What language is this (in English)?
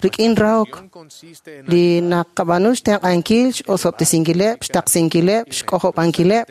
Kekchí